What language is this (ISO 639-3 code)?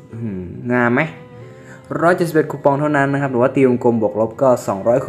tha